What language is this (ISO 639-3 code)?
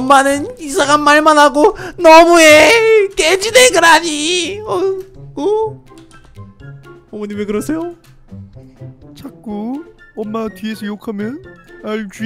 kor